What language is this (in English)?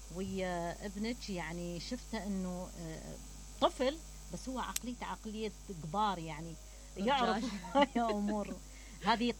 Mesopotamian Arabic